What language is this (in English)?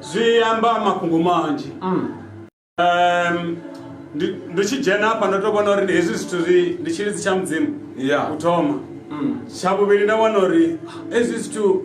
Venda